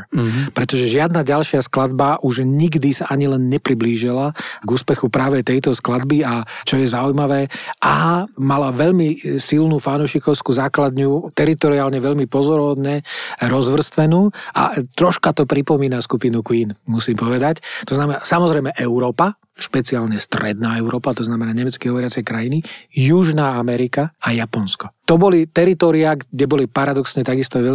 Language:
Slovak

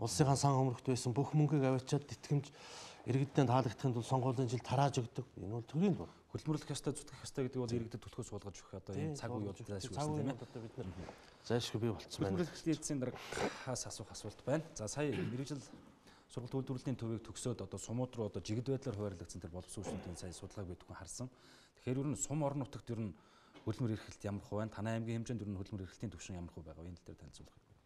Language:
Mongolian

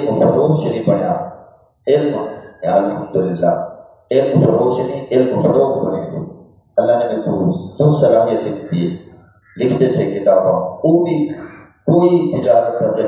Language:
Saraiki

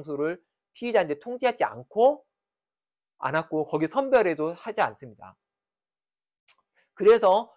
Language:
Korean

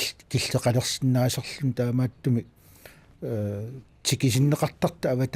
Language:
Kalaallisut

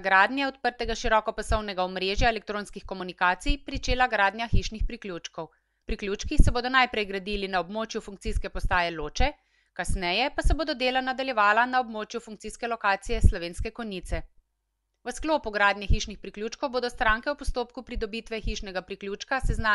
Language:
Slovenian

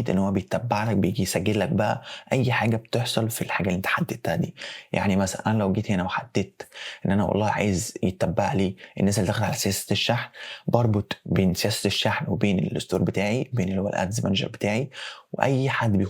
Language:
Egyptian Arabic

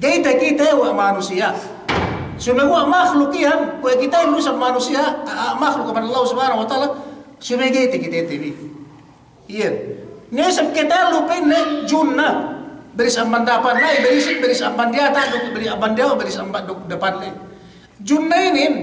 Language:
Yakan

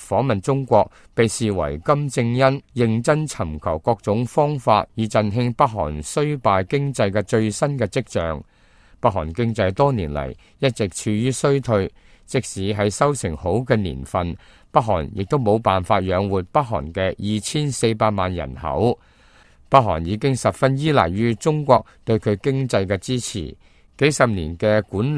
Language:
Cantonese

